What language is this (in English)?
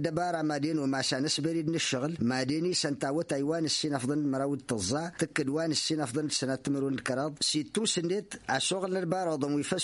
Tamasheq